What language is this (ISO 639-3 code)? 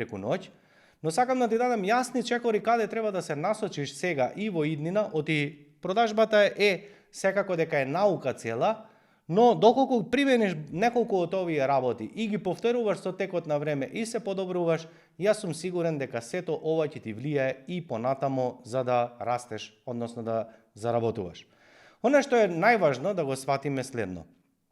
mkd